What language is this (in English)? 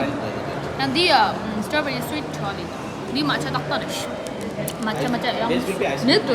Tibetan